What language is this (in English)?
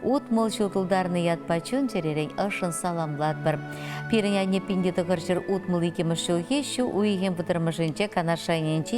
Chuvash